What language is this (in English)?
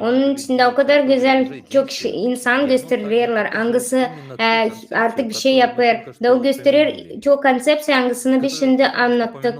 Gagauz